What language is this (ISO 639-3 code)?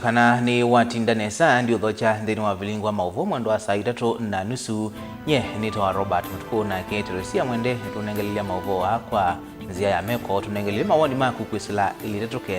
kam